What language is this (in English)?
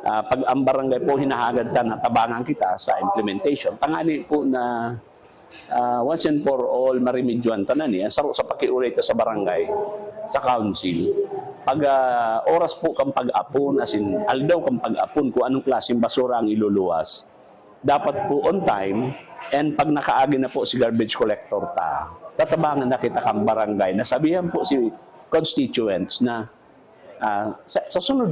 Bikol